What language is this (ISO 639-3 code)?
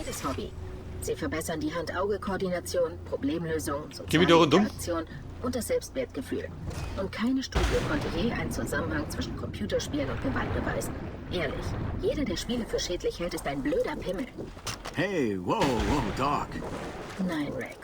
bar